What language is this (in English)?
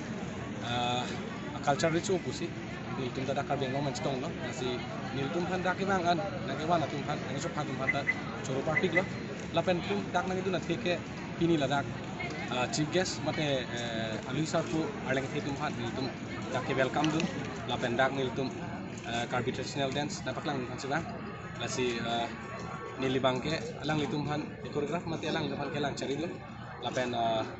Karbi